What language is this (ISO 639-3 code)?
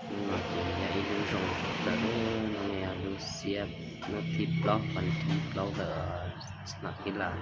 hmn